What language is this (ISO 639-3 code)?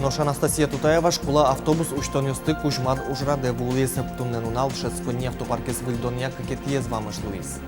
udm